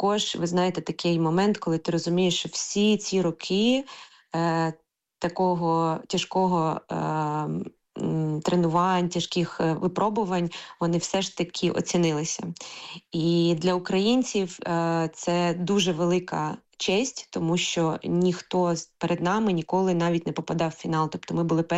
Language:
Ukrainian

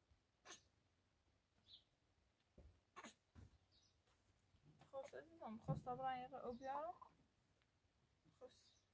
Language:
Persian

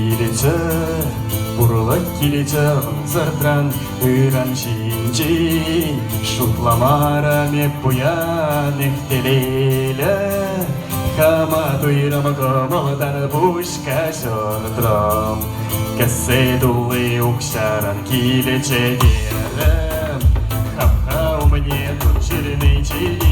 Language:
Chuvash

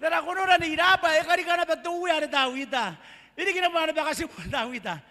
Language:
Gilbertese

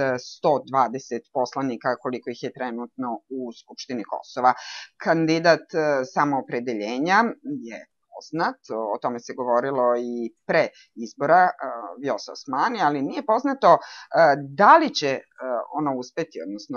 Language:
Serbian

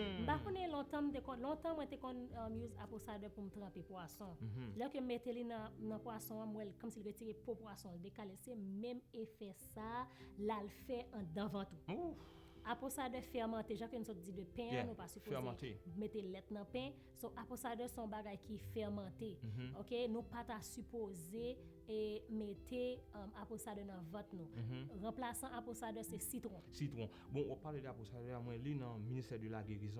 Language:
Haitian Creole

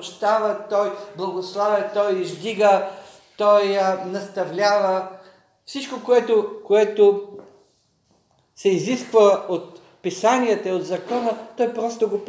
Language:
Bulgarian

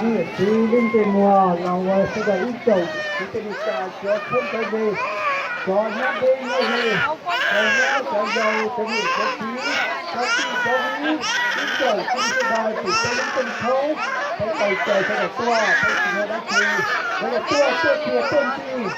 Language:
Hmong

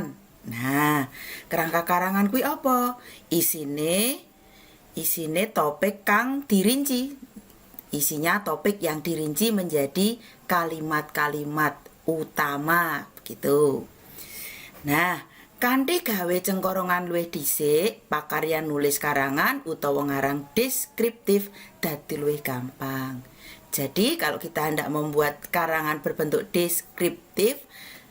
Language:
Javanese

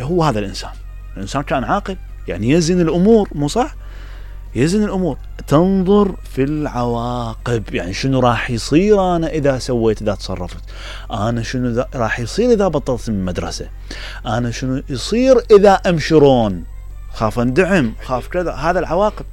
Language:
Mesopotamian Arabic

